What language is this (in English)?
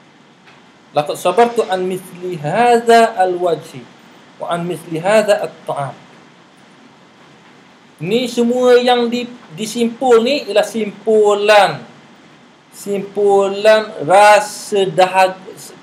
Malay